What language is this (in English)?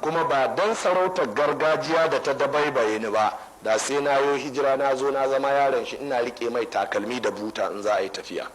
Hausa